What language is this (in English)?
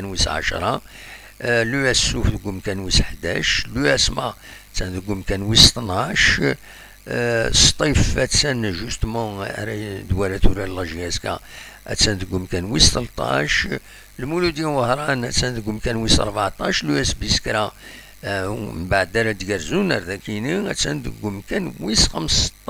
Kabyle